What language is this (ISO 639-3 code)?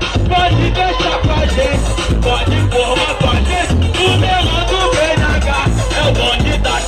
por